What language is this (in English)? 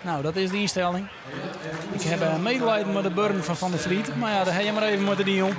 Western Frisian